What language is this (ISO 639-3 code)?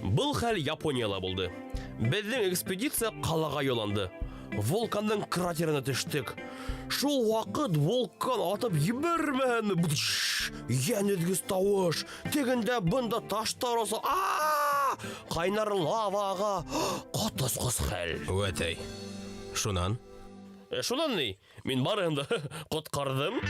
bak